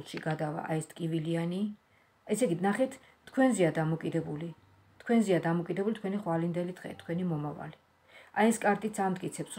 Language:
Georgian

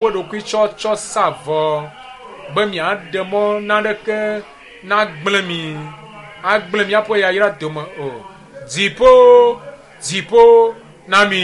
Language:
Ewe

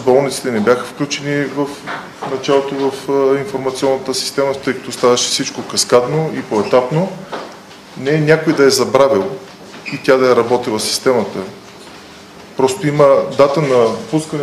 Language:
Bulgarian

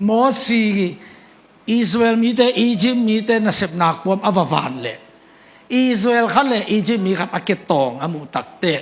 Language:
Tedim Chin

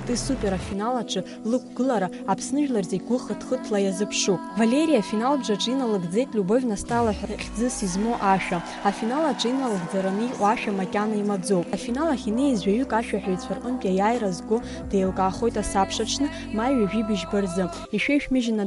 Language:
Abkhazian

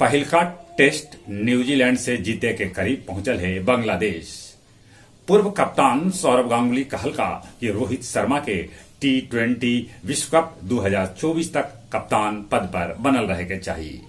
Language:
Magahi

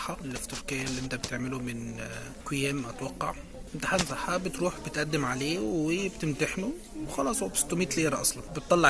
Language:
Egyptian Arabic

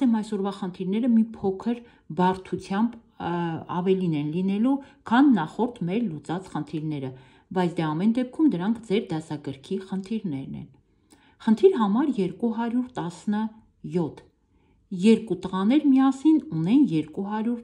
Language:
Armenian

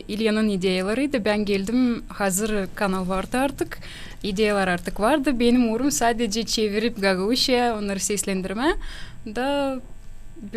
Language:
Gagauz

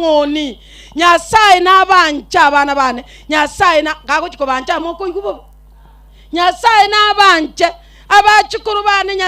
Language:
Gusii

